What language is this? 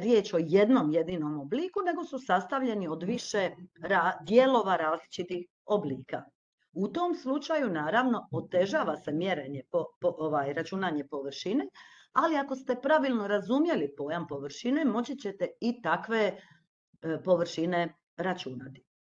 Croatian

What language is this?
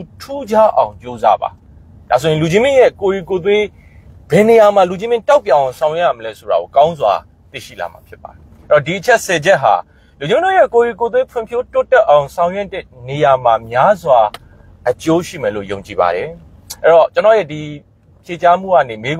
Burmese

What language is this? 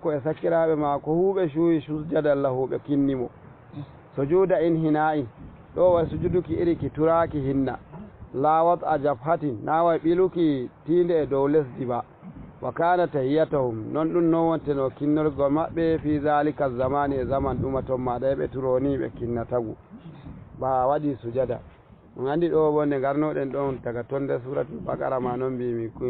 Fula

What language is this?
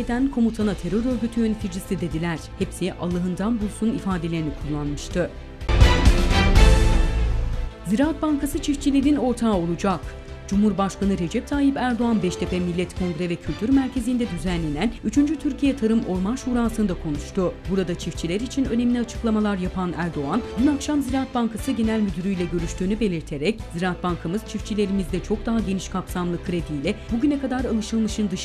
Turkish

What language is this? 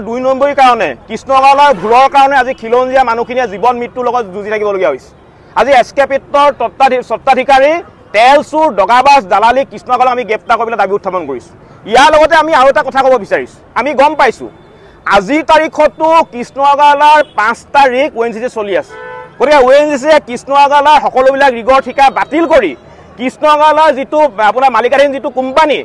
Assamese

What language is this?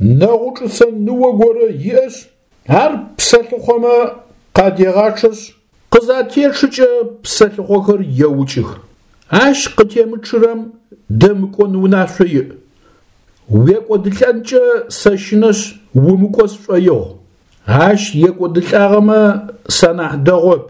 Adyghe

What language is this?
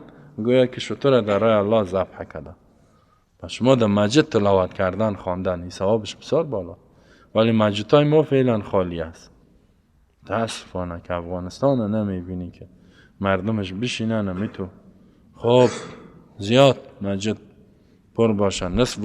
Persian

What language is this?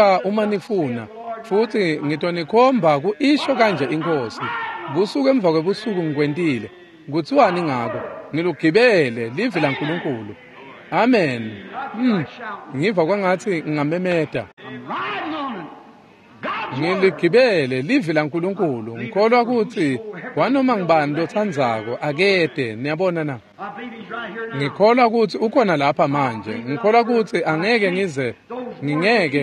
Swati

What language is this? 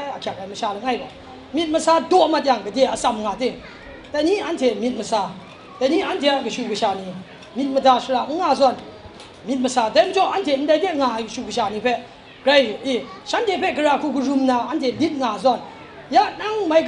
Kachin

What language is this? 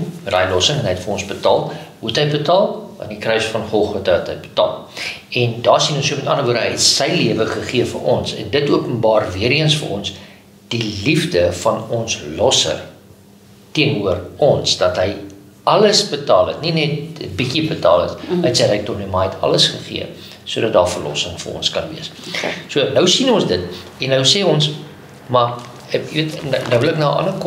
Afrikaans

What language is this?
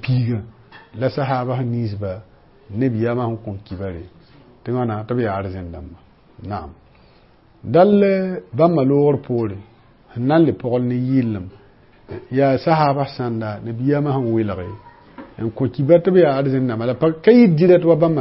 Mossi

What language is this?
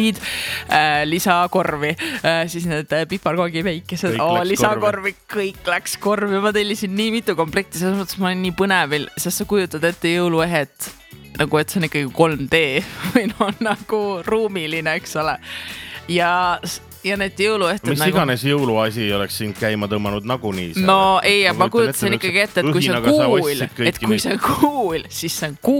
Estonian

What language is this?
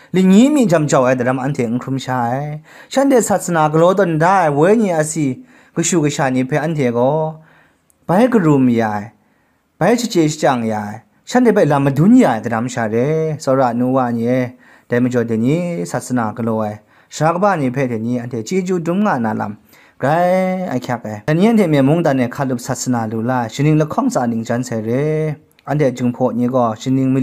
Kachin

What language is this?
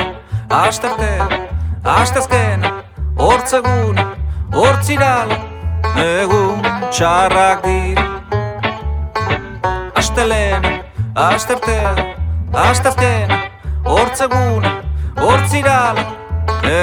Basque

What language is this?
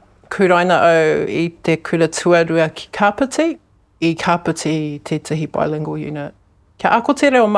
Māori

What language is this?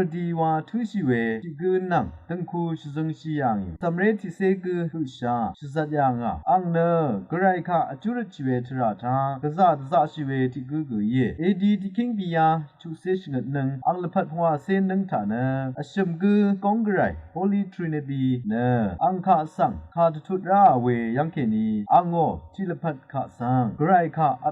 Rawang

